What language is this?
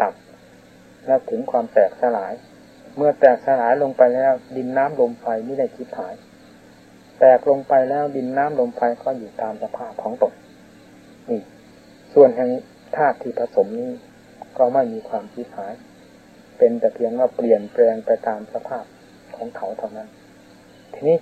Thai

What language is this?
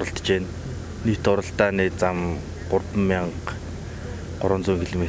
Mongolian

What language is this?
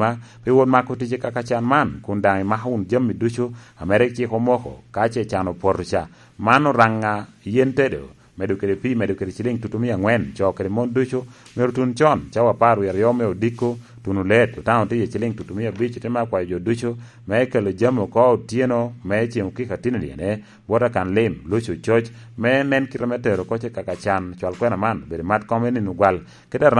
Lango (Uganda)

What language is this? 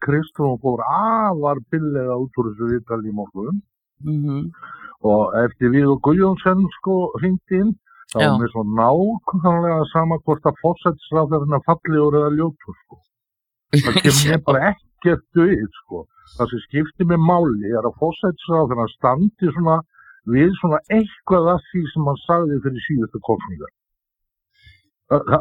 Icelandic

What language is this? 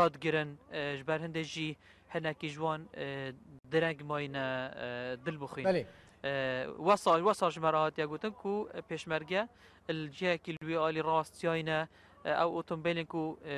Kurdish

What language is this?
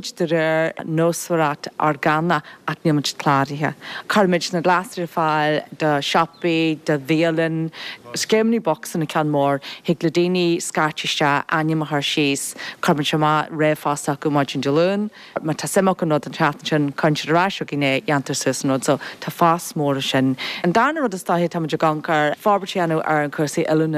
Irish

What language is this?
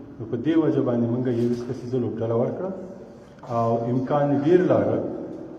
Pashto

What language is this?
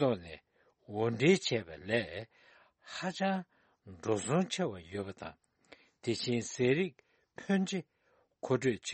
Tibetan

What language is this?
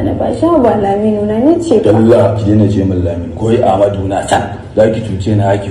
Hausa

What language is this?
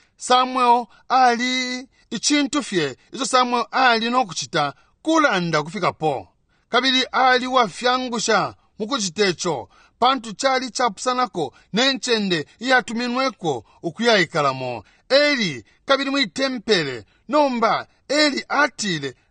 Bemba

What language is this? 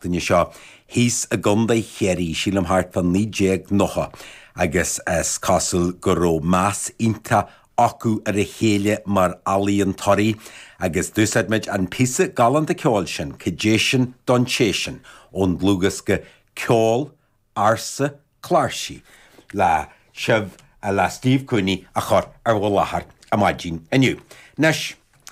Irish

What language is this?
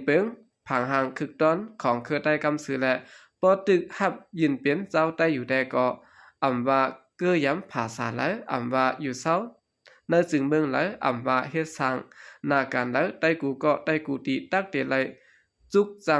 Shan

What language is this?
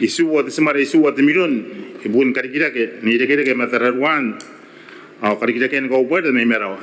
Gilbertese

